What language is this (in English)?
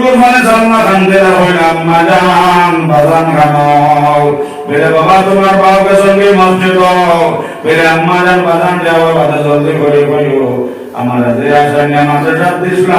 Sylheti